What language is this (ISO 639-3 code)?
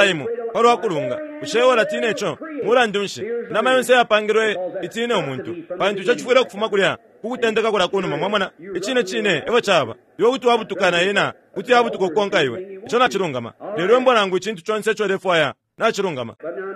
bem